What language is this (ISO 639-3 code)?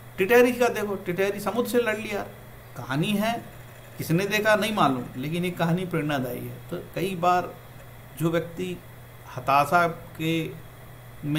hin